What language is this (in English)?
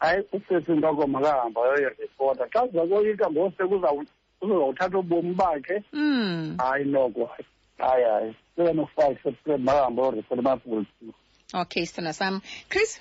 Xhosa